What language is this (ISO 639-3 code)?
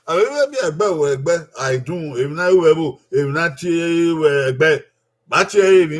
bin